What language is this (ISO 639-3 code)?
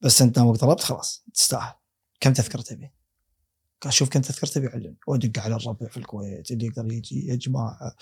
afb